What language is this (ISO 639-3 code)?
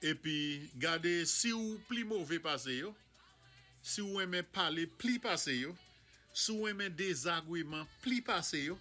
acf